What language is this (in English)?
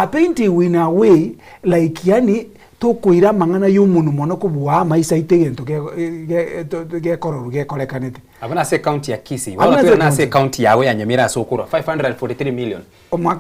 Gusii